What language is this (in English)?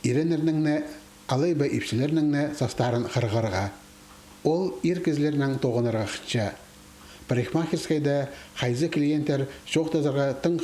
Khakas